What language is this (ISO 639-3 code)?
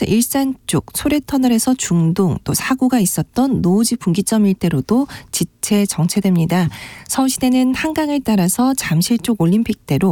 kor